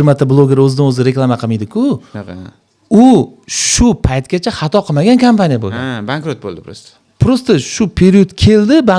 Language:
Uzbek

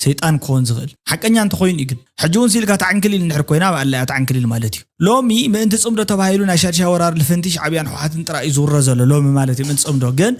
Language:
Tigrinya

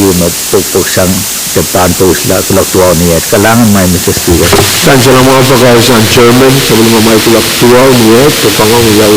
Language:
Pohnpeian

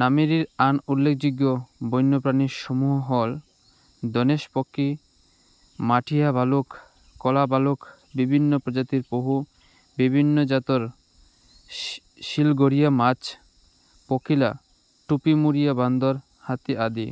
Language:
Assamese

